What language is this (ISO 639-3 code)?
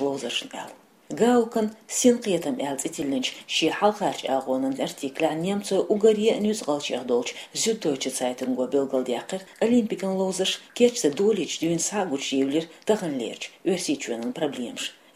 che